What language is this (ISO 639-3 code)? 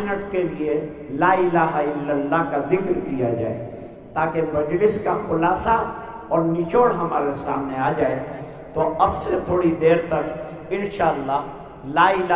urd